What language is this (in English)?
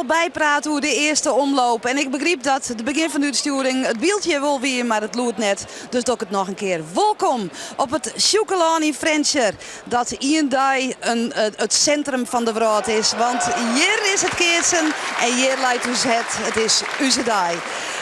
Western Frisian